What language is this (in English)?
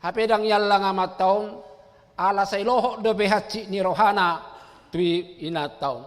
Batak Toba